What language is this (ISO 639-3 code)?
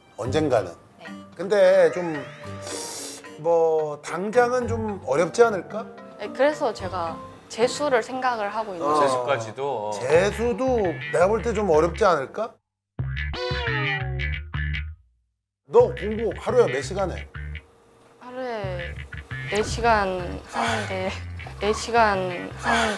kor